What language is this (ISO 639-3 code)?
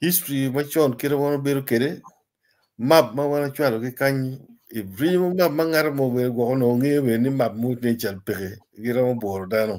ach